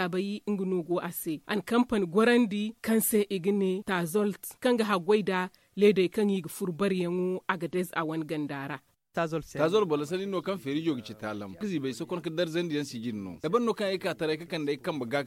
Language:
Zarma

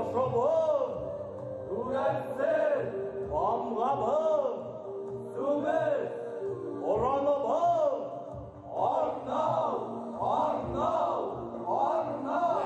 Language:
Bashkir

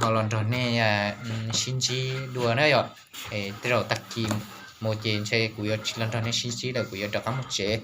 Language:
Hmong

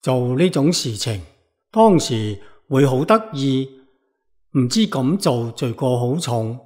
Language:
Cantonese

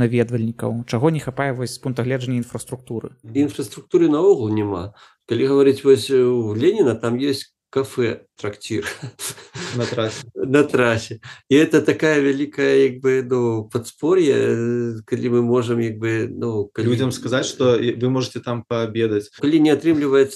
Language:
Belarusian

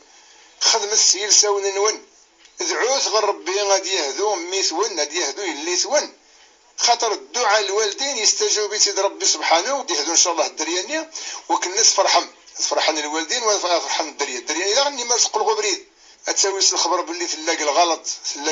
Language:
Kabyle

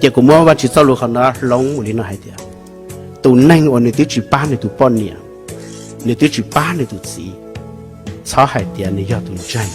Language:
Hmong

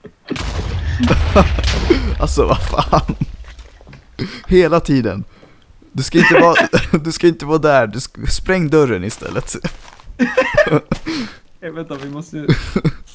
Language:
Swedish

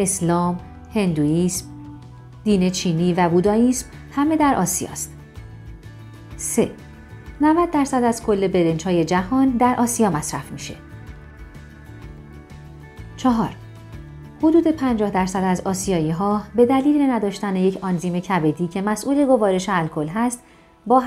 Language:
Persian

